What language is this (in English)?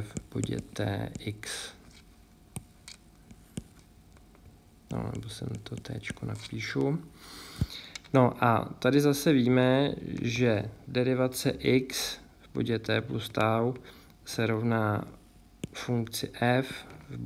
Czech